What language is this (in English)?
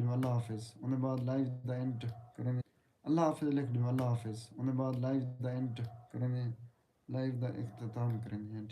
Saraiki